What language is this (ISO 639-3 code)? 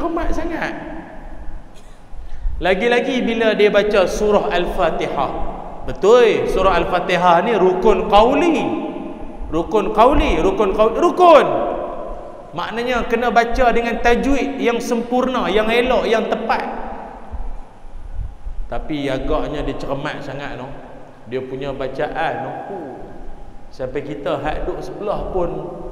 msa